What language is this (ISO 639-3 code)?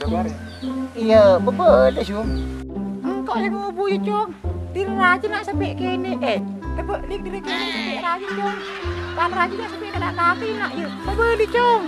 mad